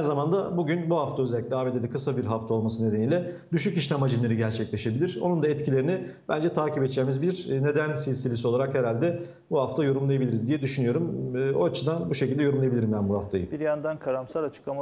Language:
Turkish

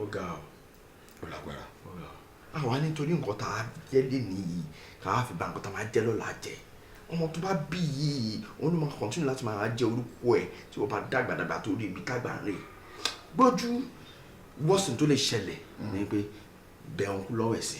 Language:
Yoruba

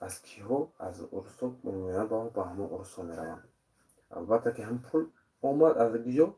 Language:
Tajik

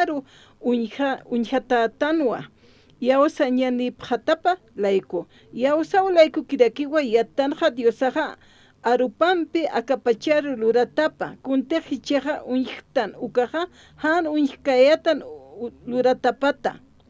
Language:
Aymara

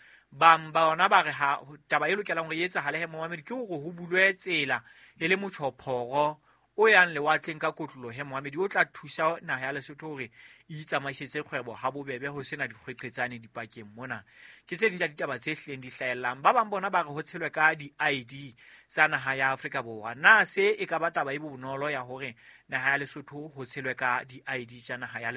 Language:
Southern Sotho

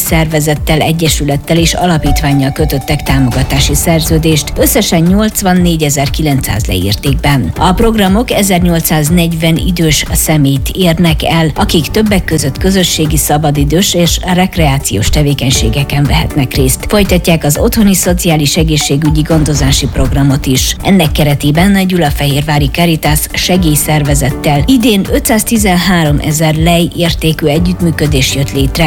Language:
Hungarian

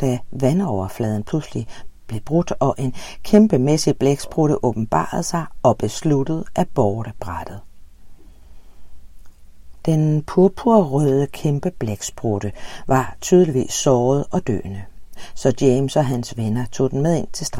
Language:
Danish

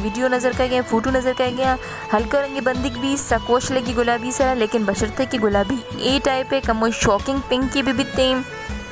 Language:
Baluchi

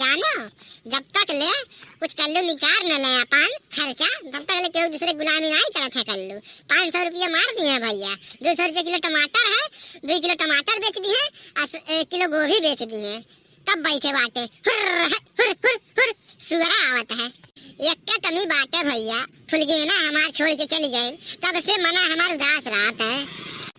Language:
Awadhi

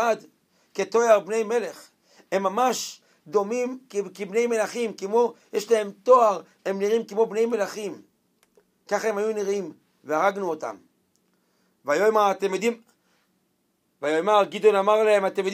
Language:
Hebrew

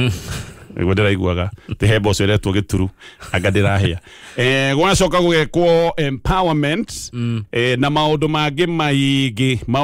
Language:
Kikuyu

